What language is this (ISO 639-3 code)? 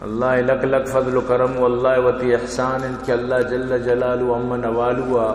bal